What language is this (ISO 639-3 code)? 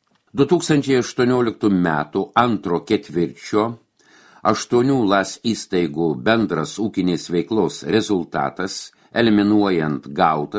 lit